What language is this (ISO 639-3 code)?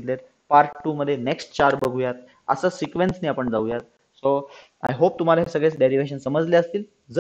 mar